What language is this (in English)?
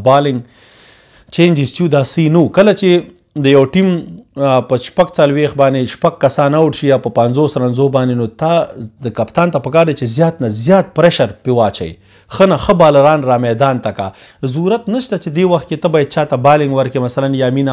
Pashto